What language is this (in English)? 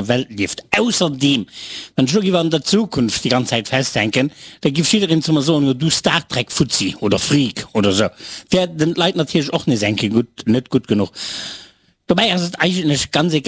Luxembourgish